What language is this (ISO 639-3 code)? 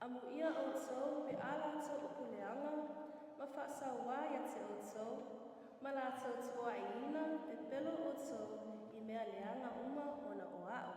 smo